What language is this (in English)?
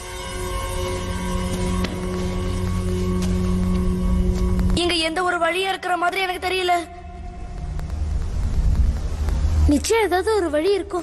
Tamil